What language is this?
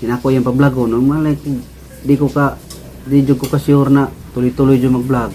Cebuano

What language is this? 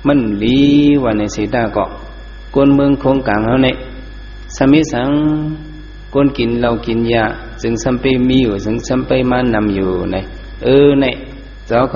Shan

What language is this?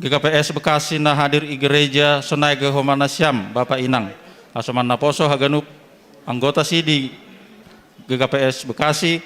Batak Simalungun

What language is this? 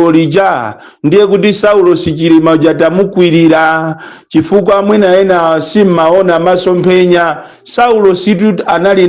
Nyanja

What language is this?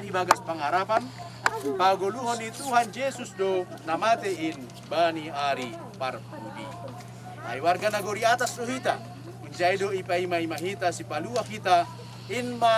Batak Simalungun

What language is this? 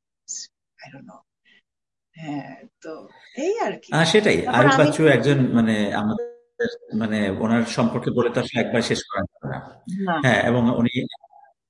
Bangla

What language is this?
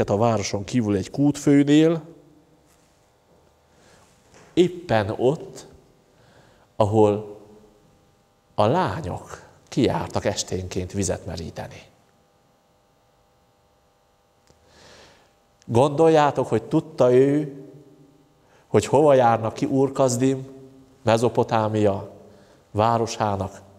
Hungarian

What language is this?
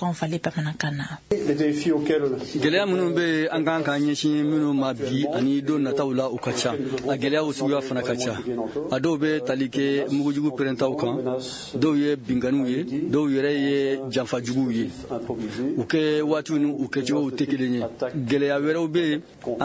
Bambara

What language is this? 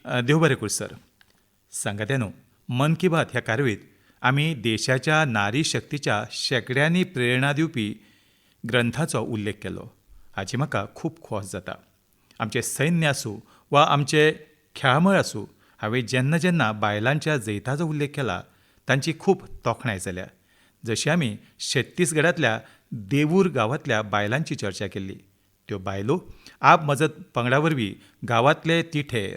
Konkani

